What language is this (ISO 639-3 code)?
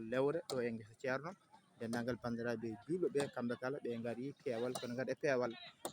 ful